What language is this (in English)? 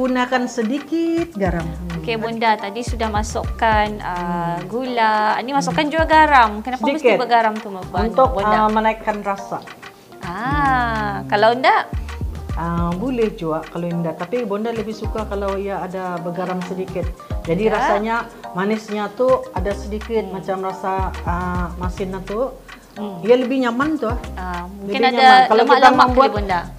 Malay